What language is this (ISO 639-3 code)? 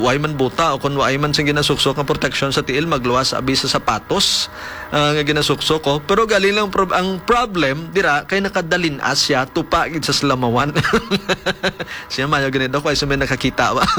hil